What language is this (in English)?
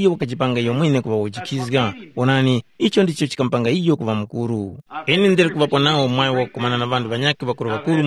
Tumbuka